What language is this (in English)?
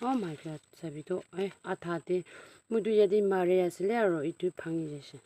Naga Pidgin